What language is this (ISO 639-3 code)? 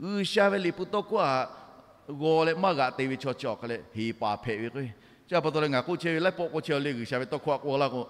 lhu